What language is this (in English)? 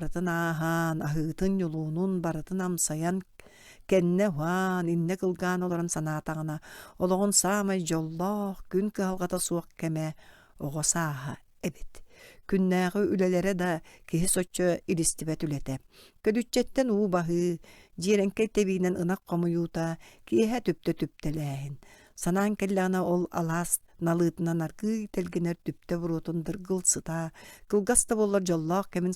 Yakut